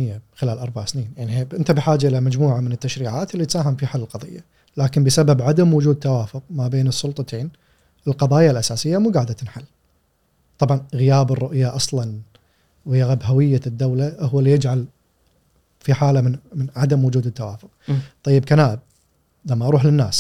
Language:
Gulf Arabic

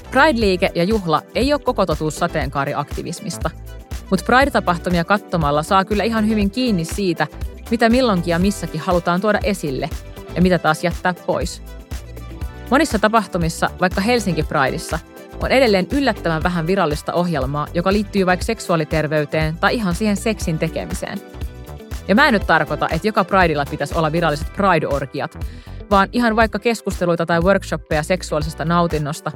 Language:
Finnish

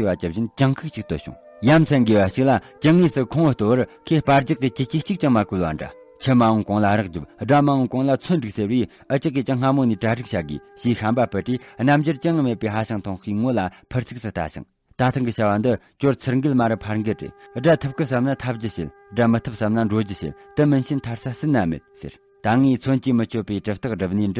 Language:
Tibetan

